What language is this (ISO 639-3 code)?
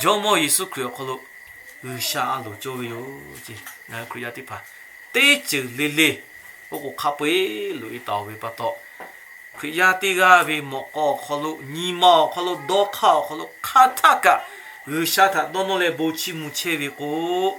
lhu